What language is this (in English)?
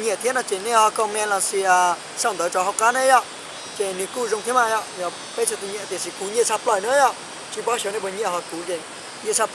Hmong